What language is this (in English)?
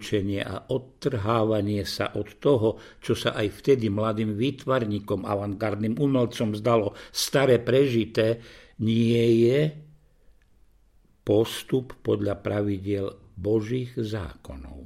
Slovak